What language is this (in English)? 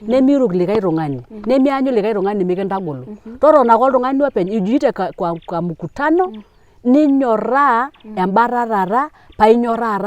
Masai